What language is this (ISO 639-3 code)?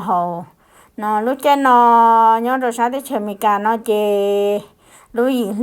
hmn